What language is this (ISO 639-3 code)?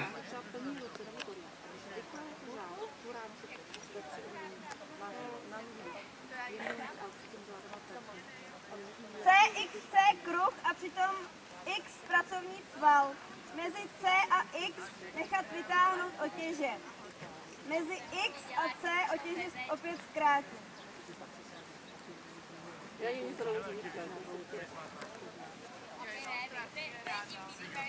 ces